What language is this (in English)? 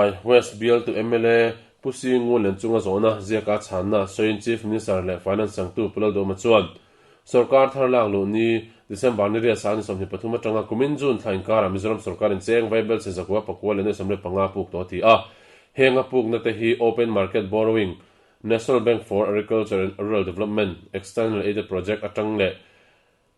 Mizo